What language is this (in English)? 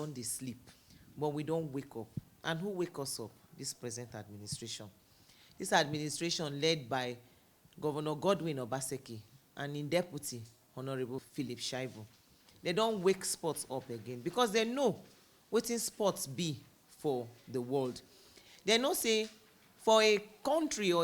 Nigerian Pidgin